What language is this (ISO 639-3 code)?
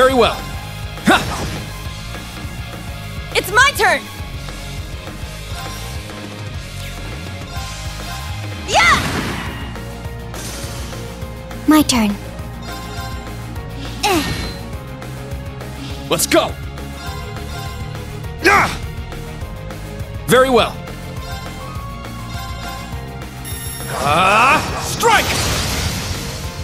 eng